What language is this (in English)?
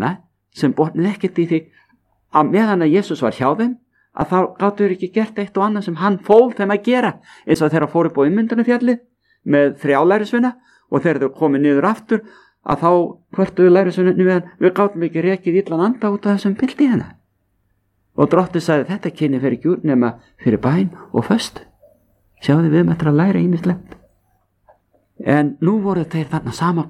Icelandic